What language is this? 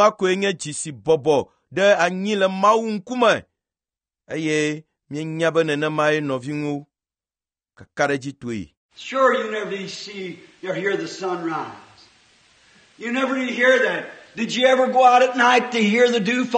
Ewe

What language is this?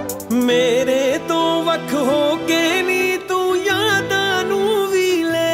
Punjabi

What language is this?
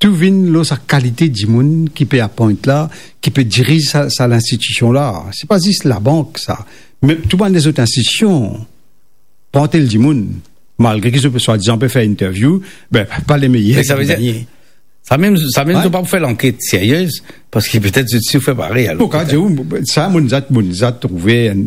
Morisyen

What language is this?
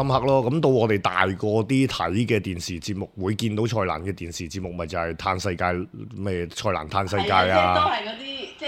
Cantonese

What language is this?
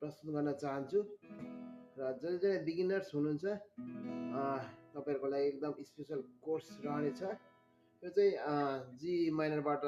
Nepali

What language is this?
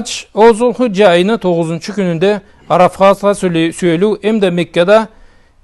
Karachay-Balkar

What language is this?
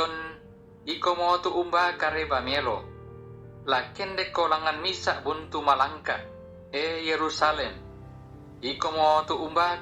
Toraja-Sa'dan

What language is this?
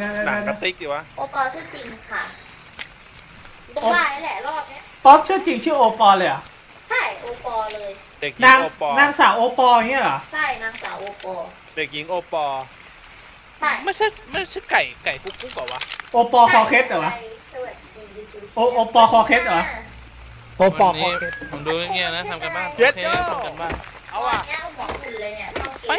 Thai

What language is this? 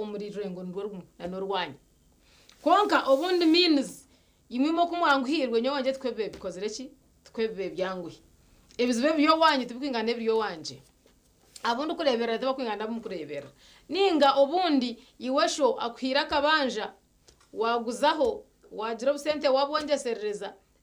Nyankole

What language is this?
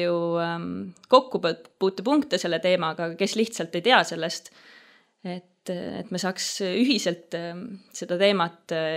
Estonian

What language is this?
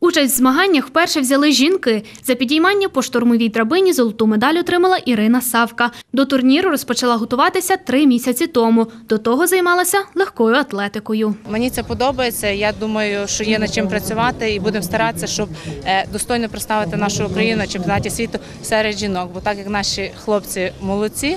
Ukrainian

